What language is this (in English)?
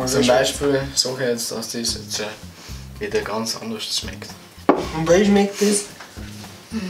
Bavarian